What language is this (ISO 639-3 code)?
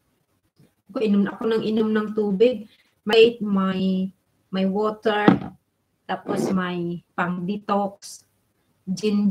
fil